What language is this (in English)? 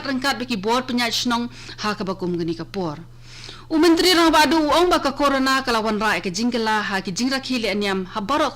Khasi